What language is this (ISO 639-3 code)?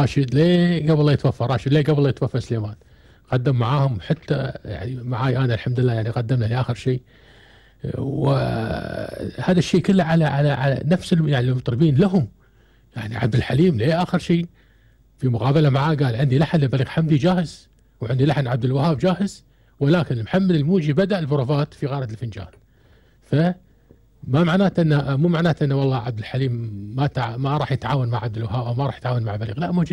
afb